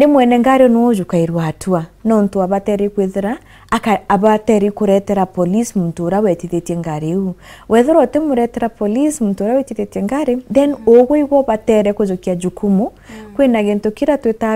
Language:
Meru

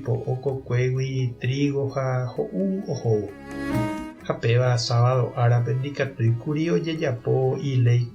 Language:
Guarani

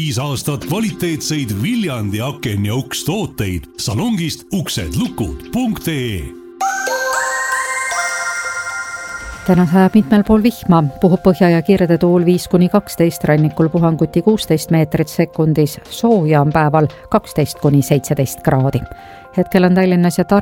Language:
Estonian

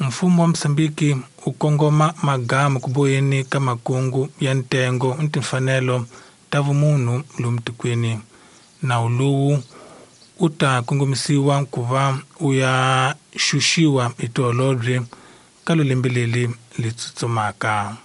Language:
Tsonga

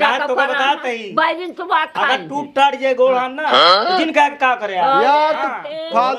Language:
Awadhi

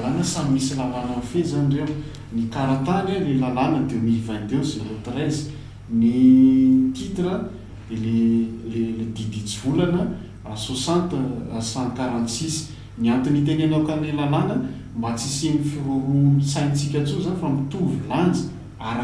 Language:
Malagasy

